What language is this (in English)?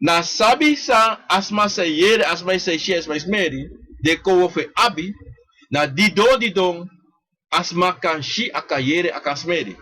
Sranan Tongo